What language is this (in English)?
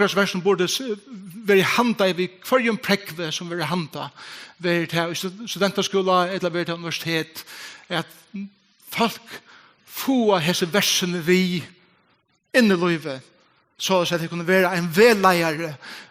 Faroese